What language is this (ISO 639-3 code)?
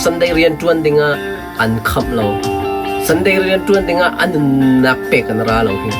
cnh